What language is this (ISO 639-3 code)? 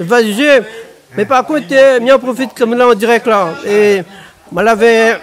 rcf